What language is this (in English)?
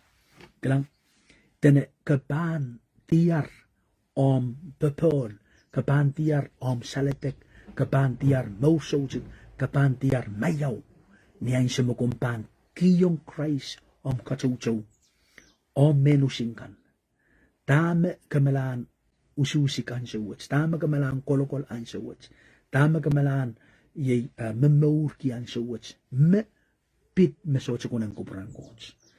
Pohnpeian